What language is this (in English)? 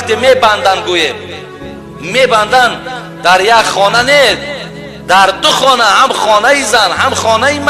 Tajik